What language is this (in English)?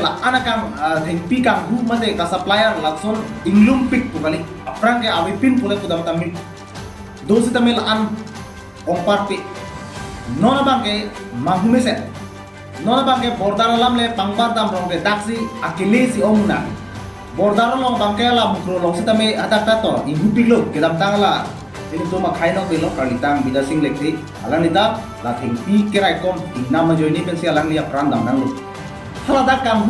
Karbi